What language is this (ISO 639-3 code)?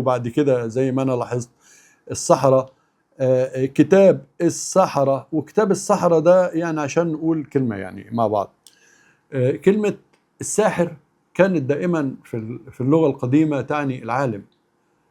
arz